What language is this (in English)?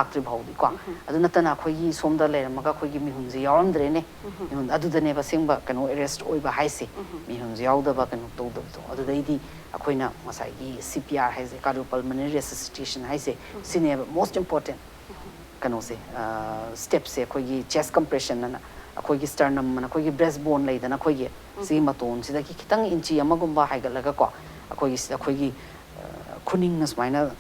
Manipuri